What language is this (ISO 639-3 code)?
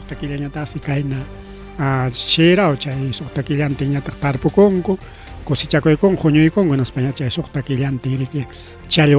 quy